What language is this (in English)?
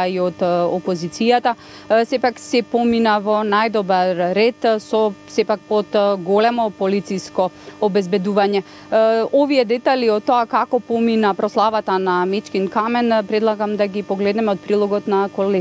Macedonian